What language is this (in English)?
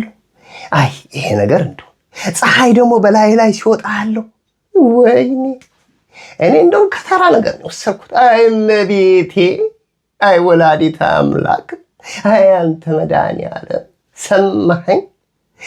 Amharic